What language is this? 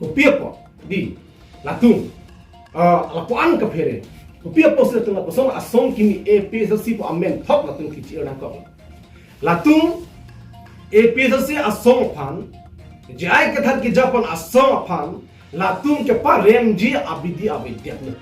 Karbi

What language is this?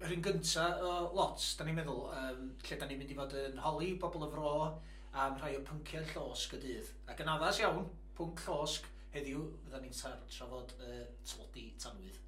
Welsh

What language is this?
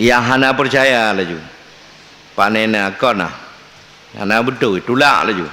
Achinese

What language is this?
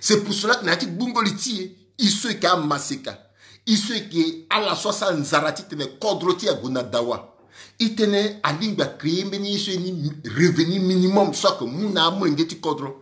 Sango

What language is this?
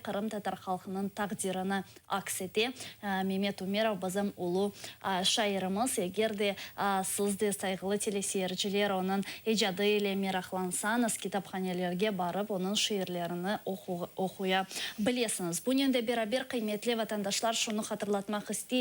Crimean Tatar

